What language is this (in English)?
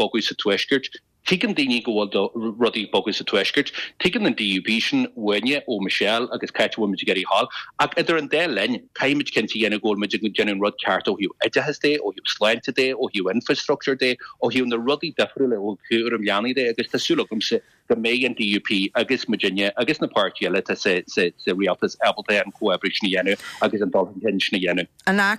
Irish